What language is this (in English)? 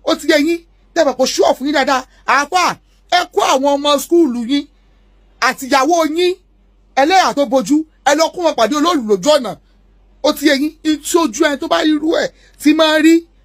Yoruba